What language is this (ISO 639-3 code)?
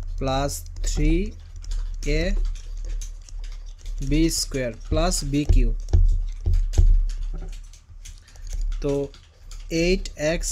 ben